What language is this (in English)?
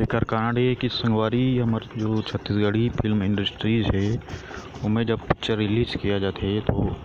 Chhattisgarhi